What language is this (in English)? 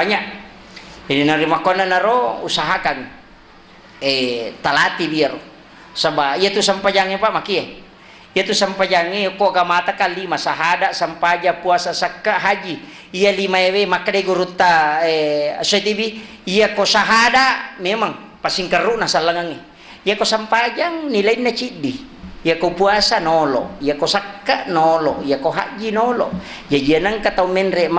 Buginese